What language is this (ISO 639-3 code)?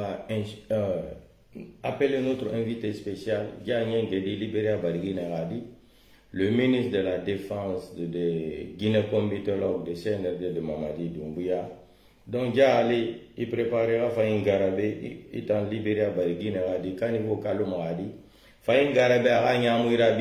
fuf